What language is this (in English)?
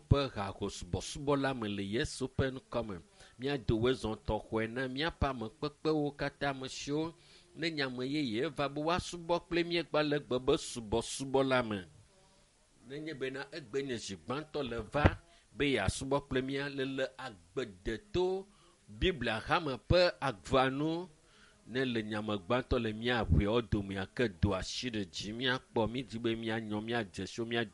Ewe